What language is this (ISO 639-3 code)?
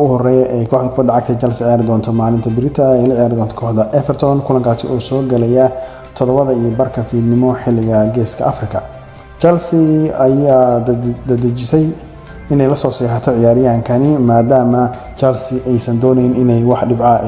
som